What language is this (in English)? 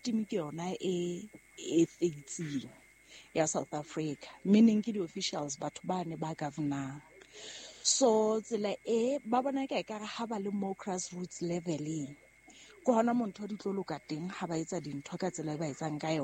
Southern Sotho